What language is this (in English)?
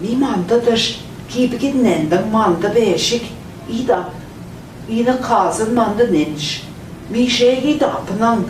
Central Ojibwa